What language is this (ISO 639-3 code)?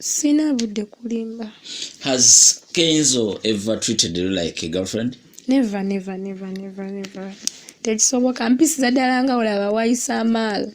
lug